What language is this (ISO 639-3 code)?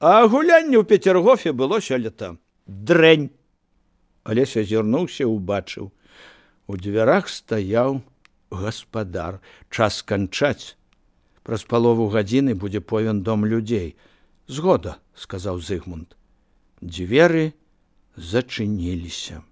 bel